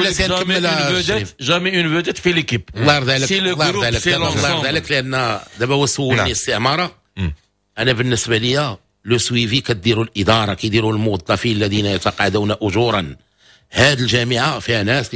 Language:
Moroccan Arabic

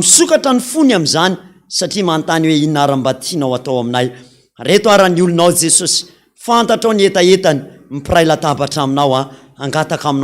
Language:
Malagasy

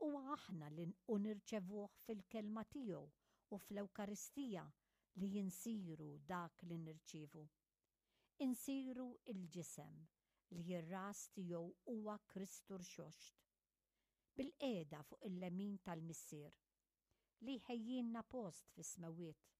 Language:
Maltese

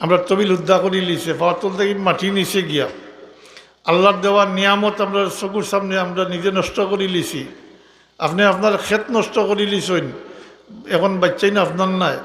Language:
Sylheti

